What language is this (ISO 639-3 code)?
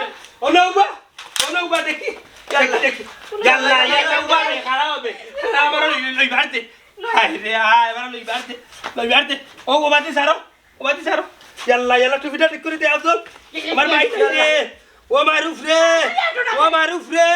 syl